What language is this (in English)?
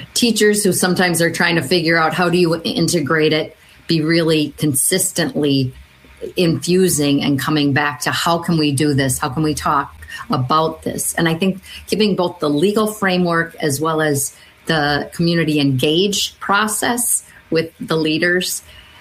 English